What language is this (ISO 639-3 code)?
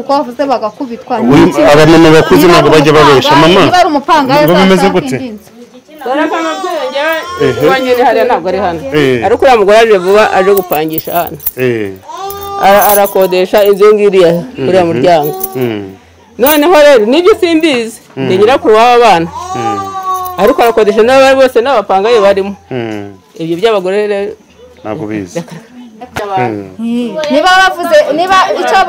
kin